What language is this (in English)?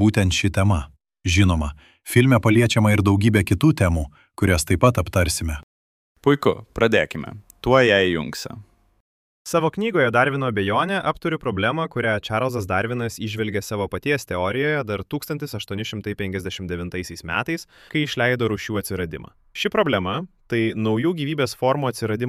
Lithuanian